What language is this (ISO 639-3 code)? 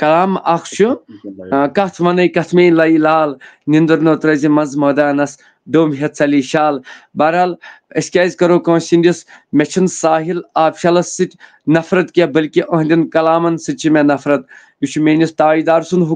kas